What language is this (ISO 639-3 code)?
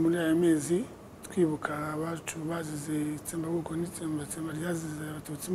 kin